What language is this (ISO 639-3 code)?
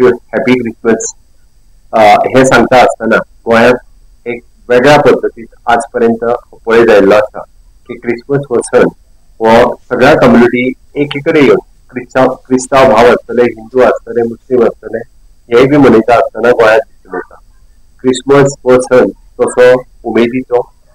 kok